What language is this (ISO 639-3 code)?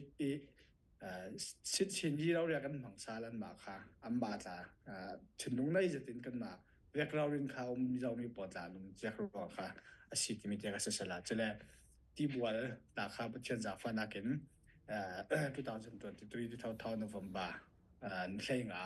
cfm